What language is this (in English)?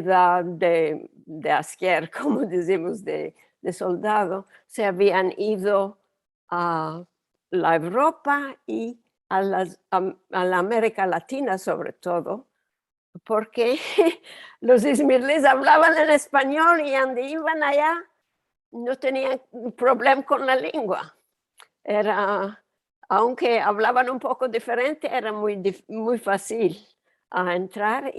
Ladino